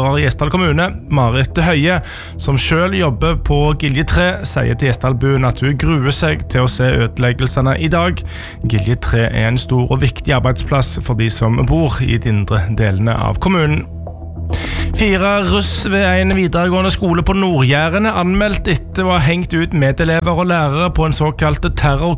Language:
Norwegian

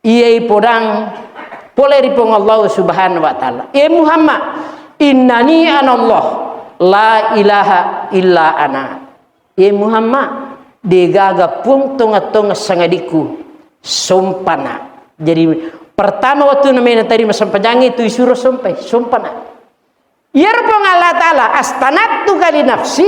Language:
Buginese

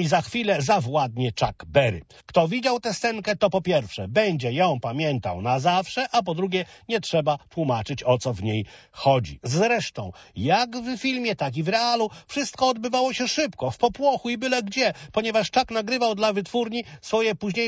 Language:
Polish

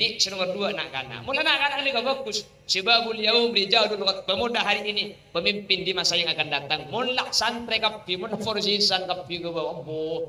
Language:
Madurese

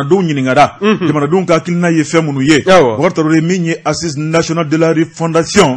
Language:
Bambara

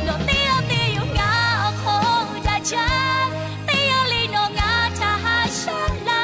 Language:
Lahu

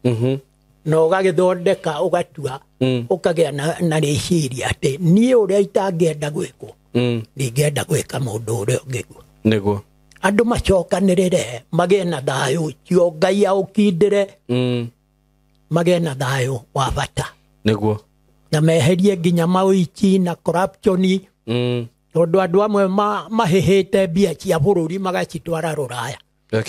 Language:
Kikuyu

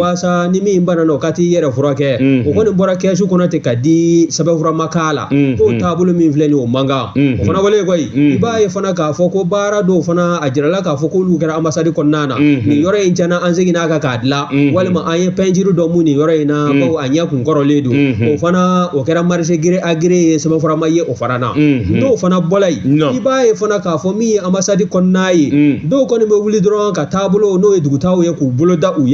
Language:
Bambara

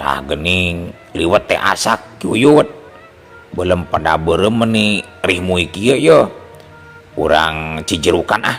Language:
Sundanese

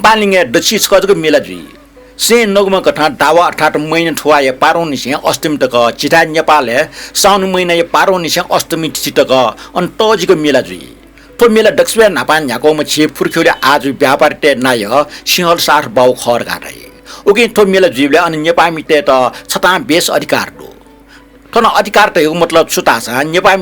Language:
Newari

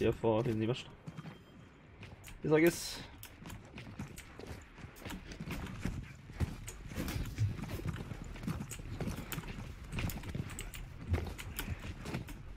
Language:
Norwegian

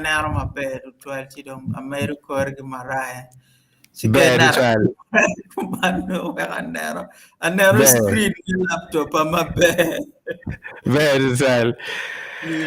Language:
Acoli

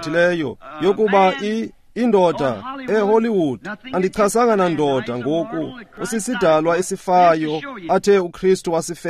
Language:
Xhosa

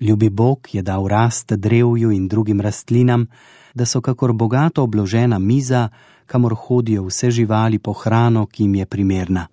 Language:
Slovenian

